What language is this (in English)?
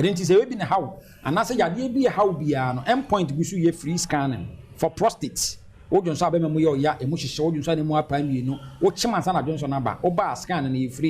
Akan